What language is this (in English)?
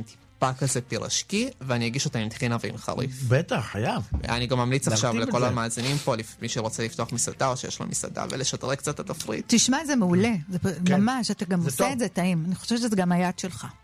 Hebrew